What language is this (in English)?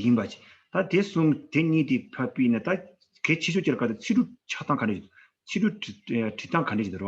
Tibetan